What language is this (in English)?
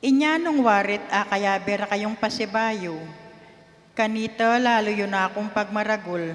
Pampanga